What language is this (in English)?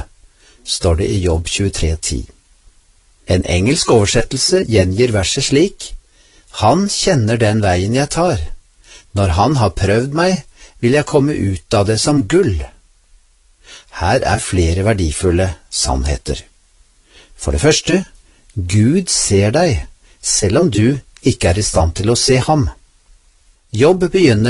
Norwegian